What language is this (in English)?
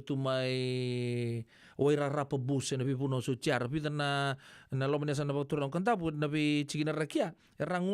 Fijian